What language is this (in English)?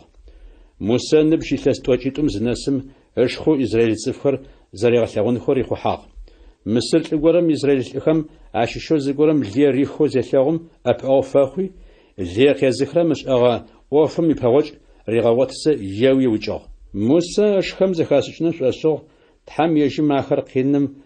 Adyghe